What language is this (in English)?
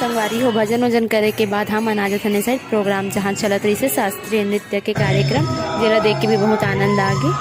Chhattisgarhi